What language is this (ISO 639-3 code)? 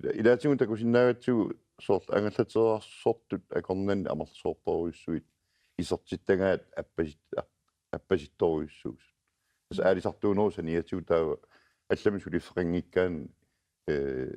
kal